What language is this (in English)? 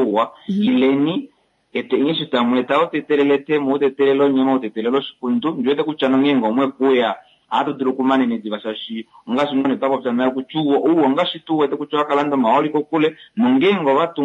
Kuanyama